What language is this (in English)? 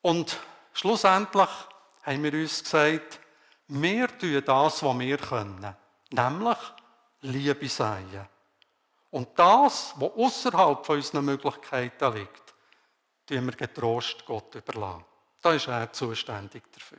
Swiss German